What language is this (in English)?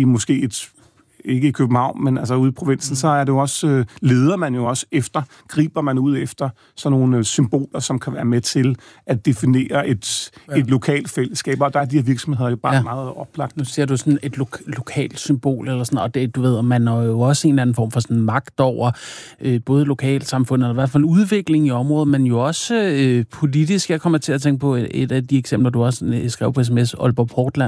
Danish